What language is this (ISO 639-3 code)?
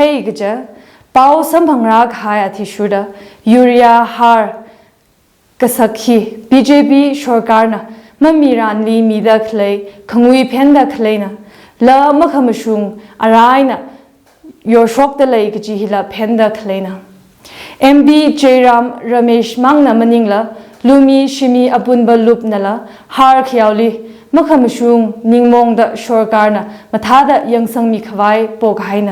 nmf